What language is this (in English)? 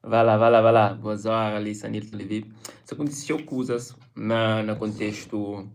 Kabuverdianu